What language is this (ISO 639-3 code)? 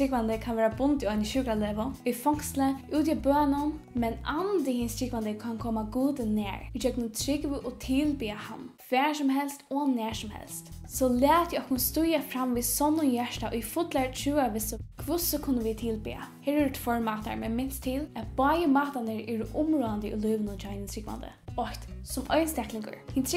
fao